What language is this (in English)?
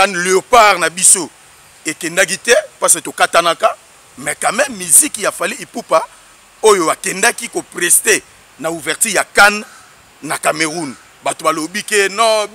Lingala